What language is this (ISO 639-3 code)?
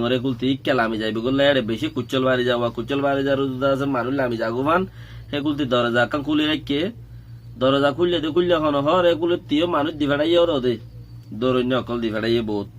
rhg